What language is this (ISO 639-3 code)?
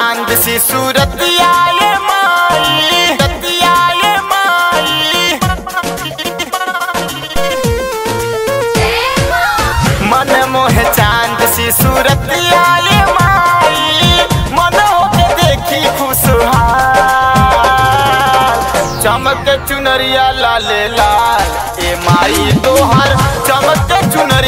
bho